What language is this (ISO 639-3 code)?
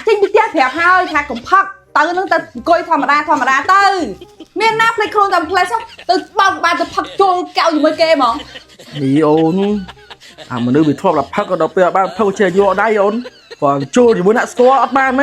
khm